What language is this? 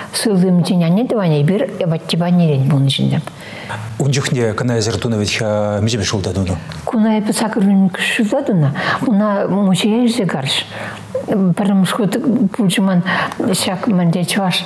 Chuvash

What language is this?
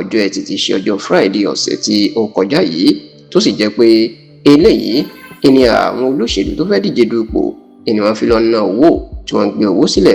Yoruba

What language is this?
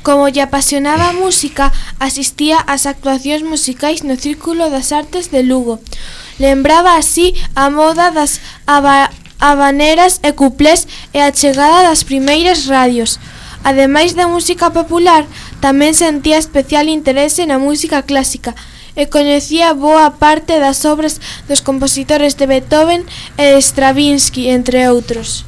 Galician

